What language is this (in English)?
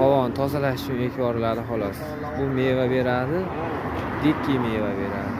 Uzbek